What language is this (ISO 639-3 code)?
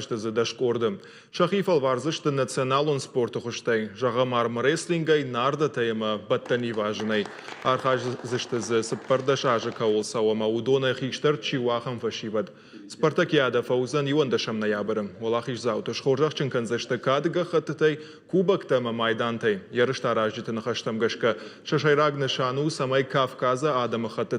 oss